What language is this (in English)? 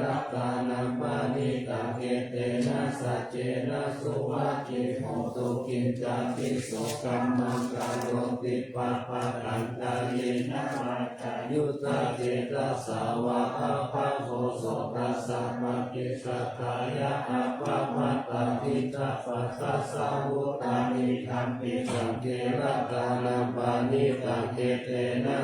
Pali